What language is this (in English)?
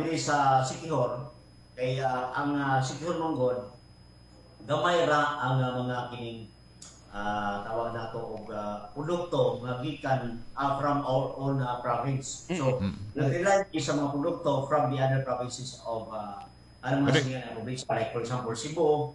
Cebuano